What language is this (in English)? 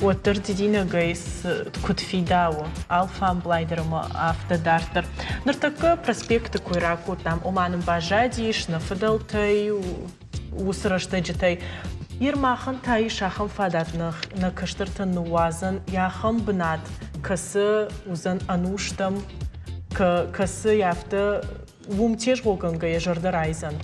Ossetic